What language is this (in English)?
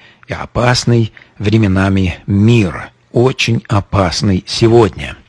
Russian